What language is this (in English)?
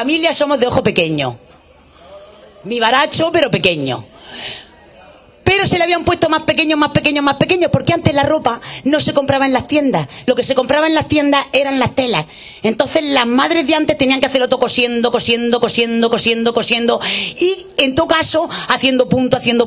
Spanish